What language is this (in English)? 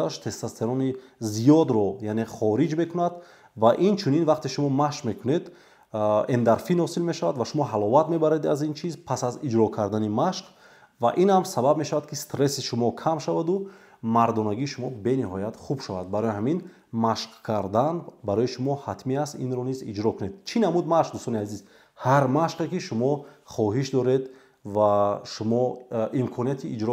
Tajik